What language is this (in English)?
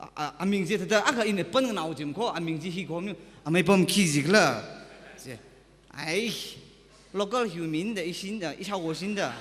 Tangkhul Naga (India)